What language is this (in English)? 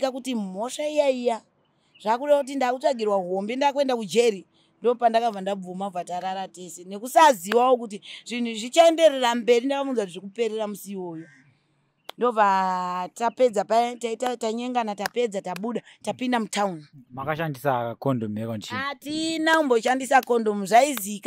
Shona